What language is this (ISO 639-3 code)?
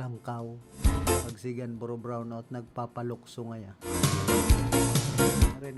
bik